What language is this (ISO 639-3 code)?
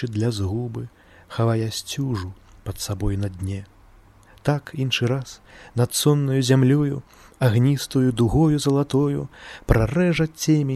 bel